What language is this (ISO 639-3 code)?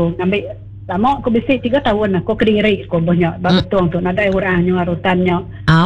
iba